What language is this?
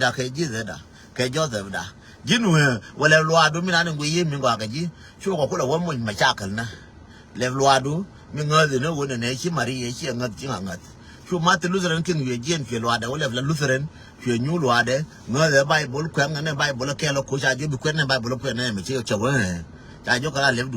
Nuer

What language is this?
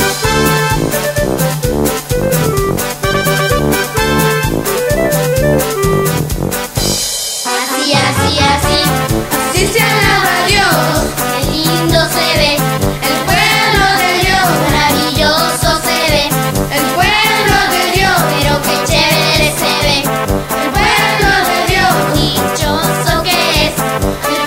Spanish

